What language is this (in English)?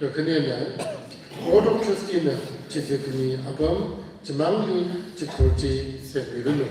Tangkhul Naga (India)